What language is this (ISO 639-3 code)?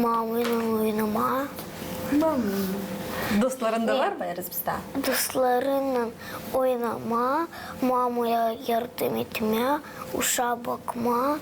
gag